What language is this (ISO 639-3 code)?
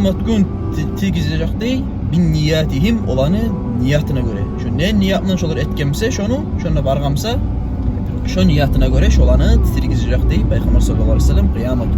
kum